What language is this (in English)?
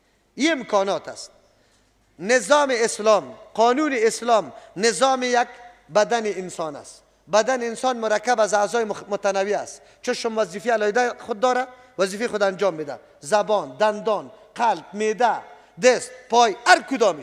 Persian